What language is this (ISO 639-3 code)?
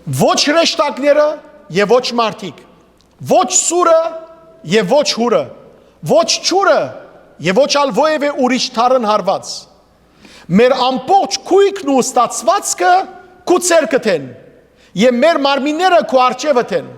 hyw